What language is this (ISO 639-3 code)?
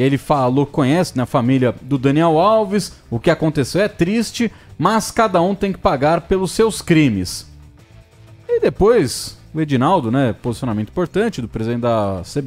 por